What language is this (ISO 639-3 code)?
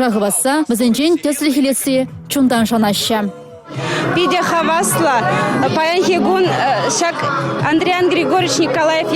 chv